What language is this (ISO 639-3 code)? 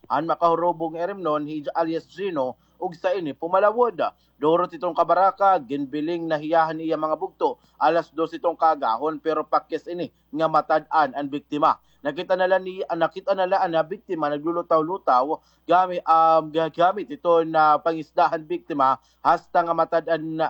war